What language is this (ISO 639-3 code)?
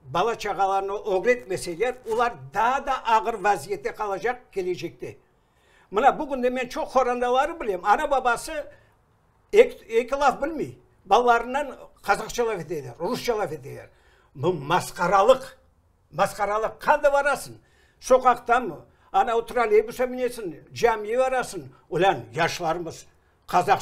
crh